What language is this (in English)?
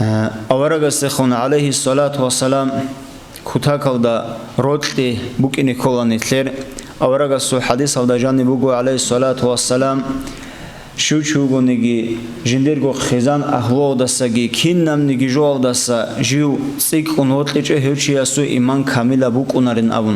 Avaric